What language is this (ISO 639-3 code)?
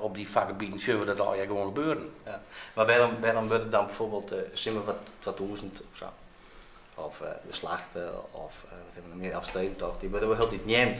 fry